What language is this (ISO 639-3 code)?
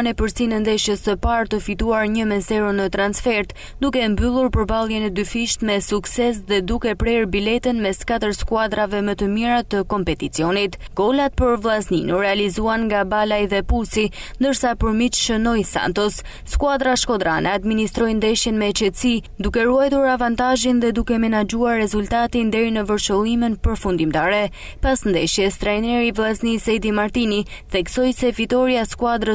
sqi